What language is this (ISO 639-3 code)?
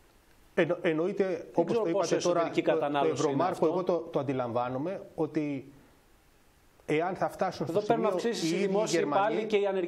ell